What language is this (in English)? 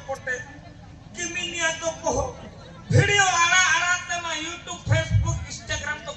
Santali